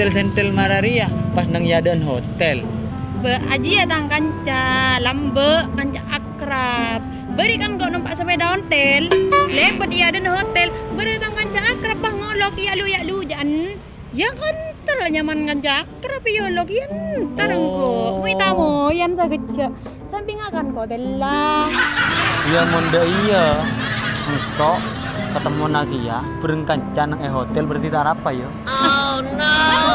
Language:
Madurese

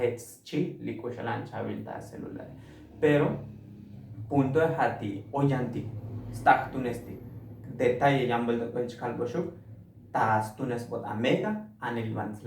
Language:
Tzotzil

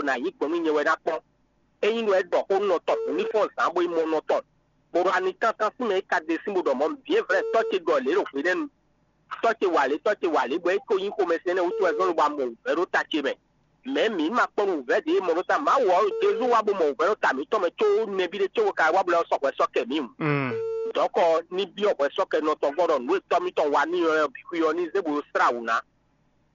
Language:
Fon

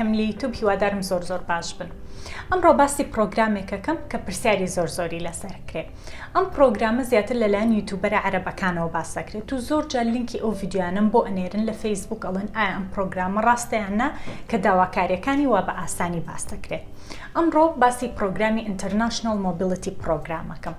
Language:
Central Kurdish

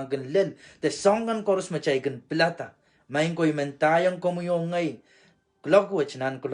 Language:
Pohnpeian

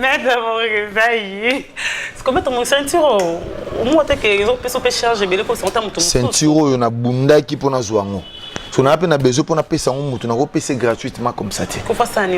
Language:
Lingala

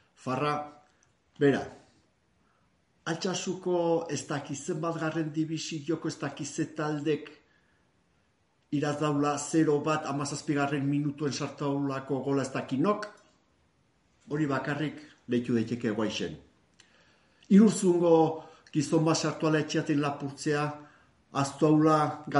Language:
Basque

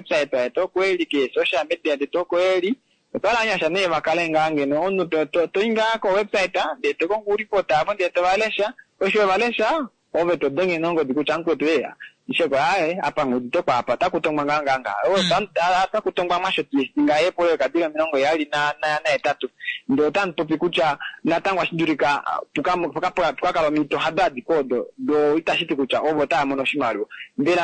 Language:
Kuanyama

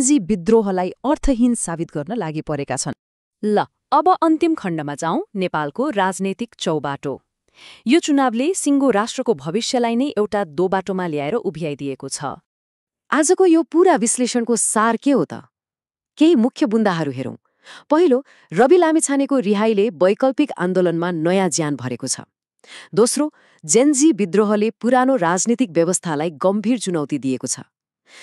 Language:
Nepali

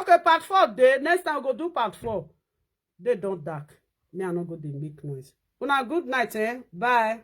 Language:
Nigerian Pidgin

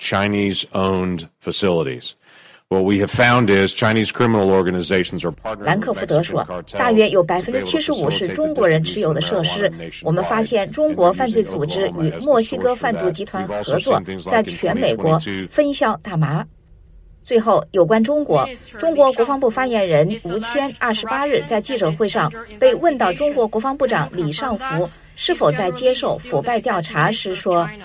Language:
Chinese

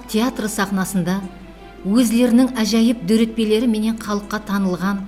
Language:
Kara-Kalpak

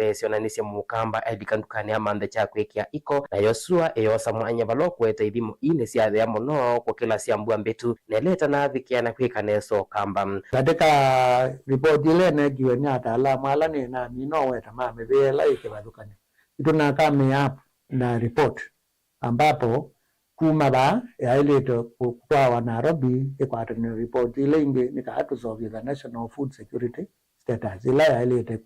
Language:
Kamba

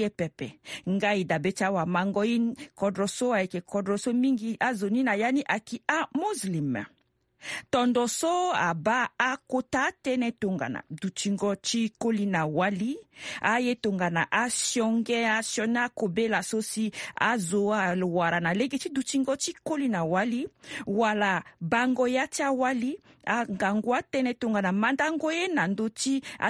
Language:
Sango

